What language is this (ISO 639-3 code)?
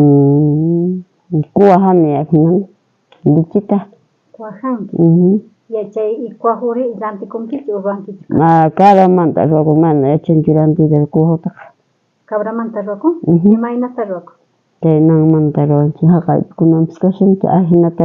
quh